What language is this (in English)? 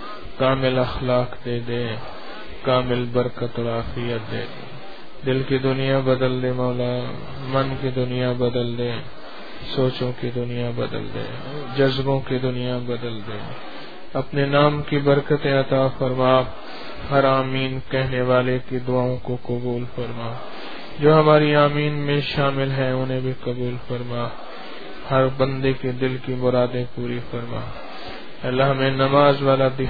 Urdu